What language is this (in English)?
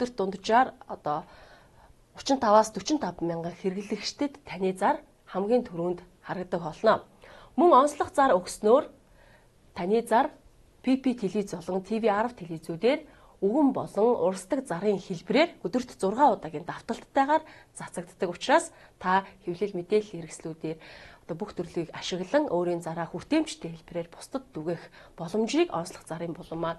Mongolian